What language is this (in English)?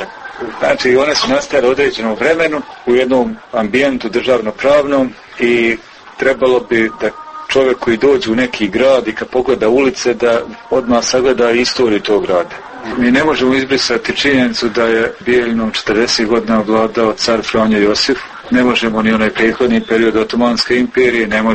Serbian